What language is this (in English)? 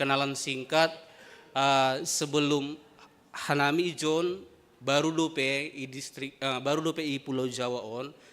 Batak Simalungun